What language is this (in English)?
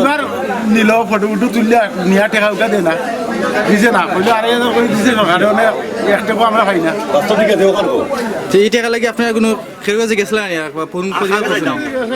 Sylheti